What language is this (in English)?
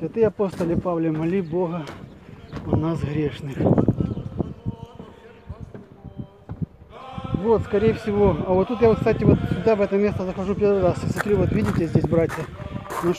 Russian